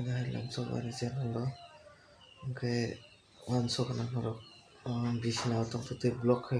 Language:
Kok Borok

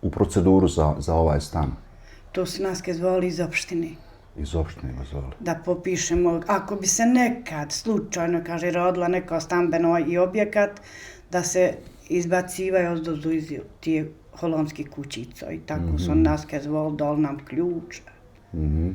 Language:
Bosnian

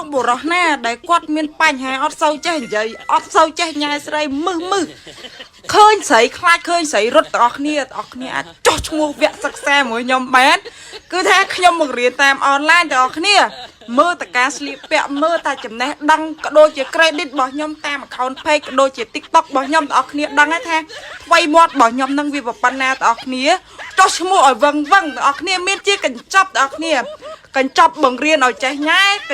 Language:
Khmer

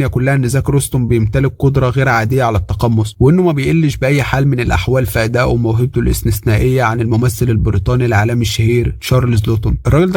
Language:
Egyptian Arabic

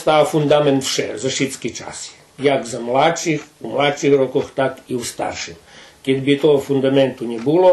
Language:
Rusyn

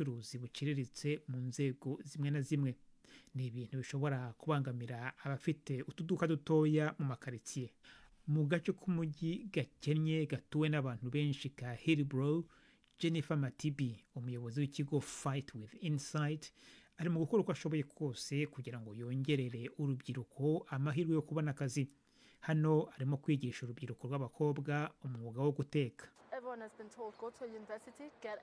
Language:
Kinyarwanda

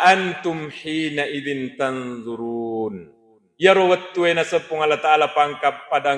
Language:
Buginese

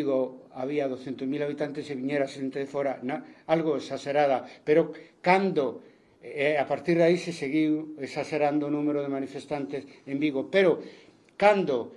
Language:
Galician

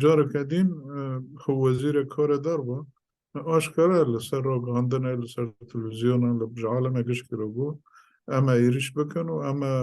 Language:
Kurdish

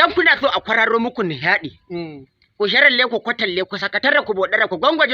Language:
Hausa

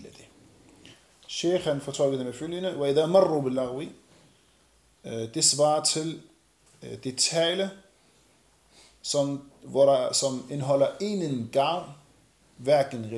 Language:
Danish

